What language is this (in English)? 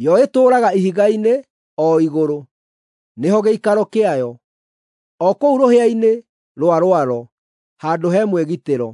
Kikuyu